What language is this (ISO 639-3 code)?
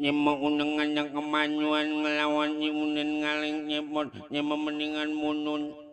bew